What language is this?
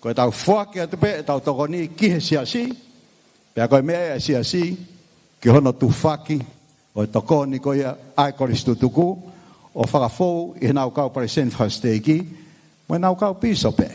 Tongan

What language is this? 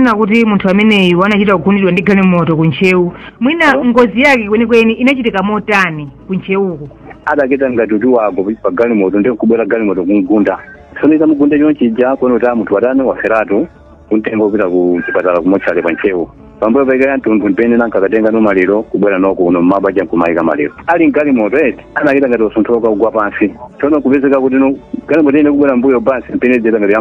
Nyanja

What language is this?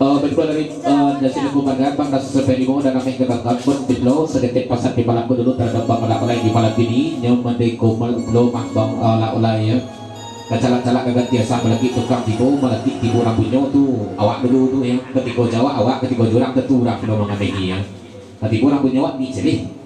Minangkabau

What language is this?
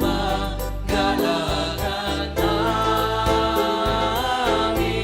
Batak Simalungun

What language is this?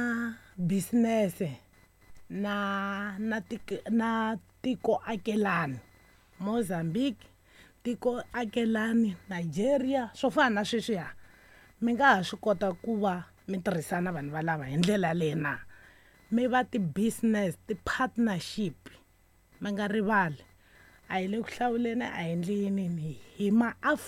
Tsonga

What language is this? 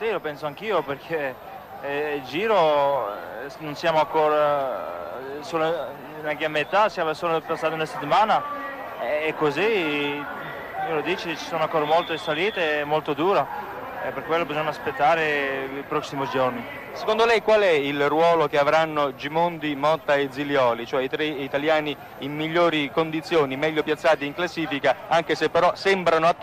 Italian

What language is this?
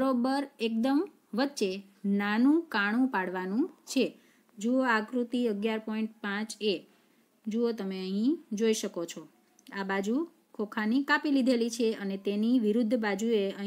Gujarati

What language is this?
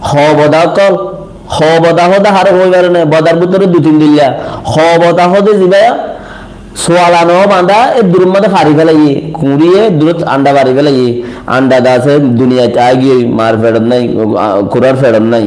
Rohingya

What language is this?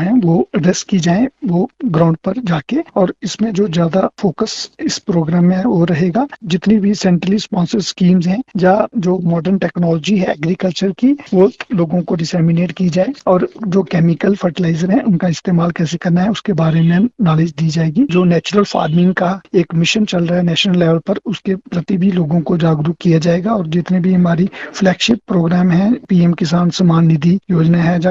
Gujari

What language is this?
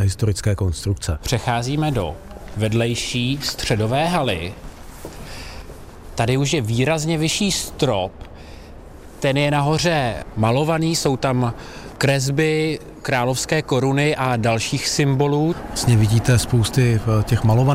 Czech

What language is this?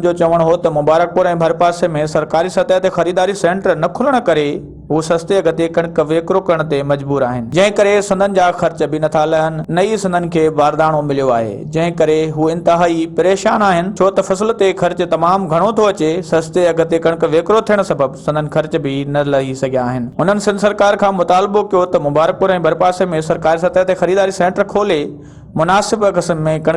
Sindhi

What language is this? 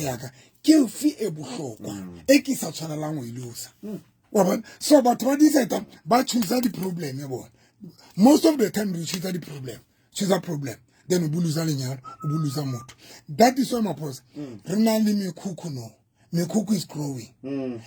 Southern Sotho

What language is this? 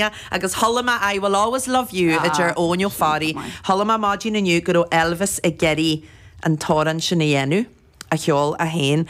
Irish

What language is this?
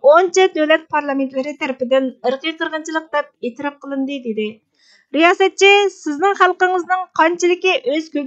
Uyghur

